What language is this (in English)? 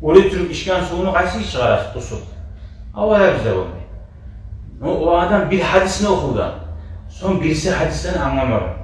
Kumyk